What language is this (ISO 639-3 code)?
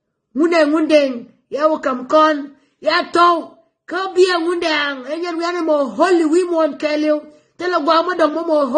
nus